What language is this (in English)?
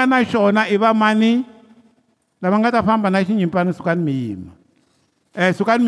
Tsonga